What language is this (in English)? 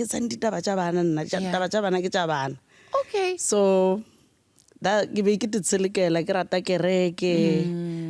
Northern Sotho